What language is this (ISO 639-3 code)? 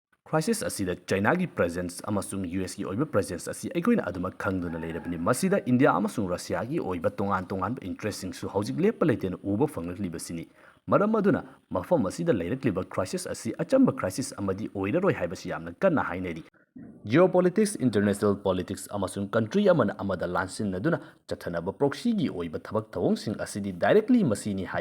mni